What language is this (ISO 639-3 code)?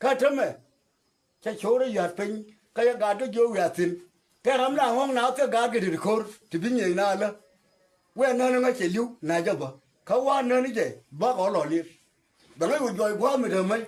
nus